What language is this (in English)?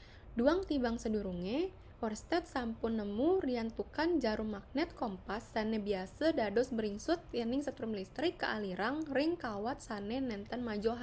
Balinese